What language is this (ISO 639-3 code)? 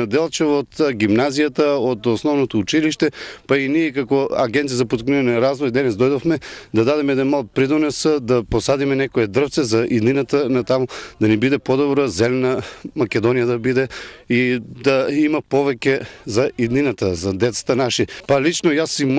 mkd